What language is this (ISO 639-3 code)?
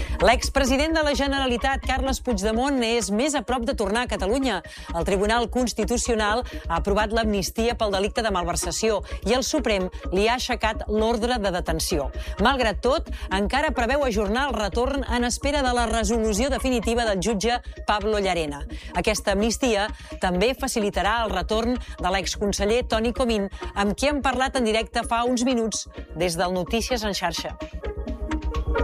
cat